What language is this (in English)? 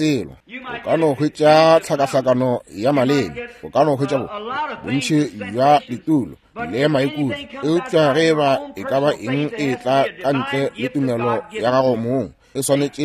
Northern Sotho